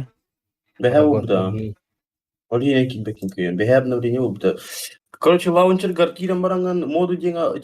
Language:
Yakut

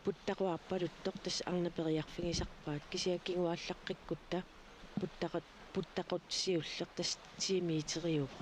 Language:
Kalaallisut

